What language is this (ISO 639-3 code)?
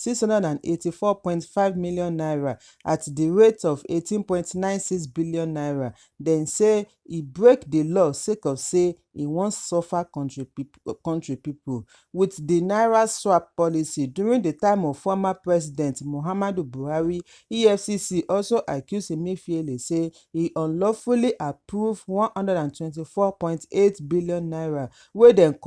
pcm